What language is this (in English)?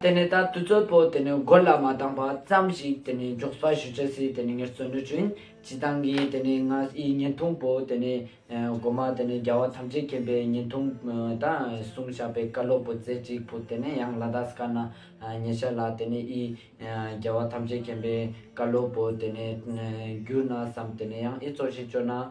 Ladakhi